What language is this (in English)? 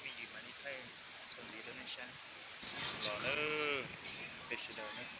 Hmong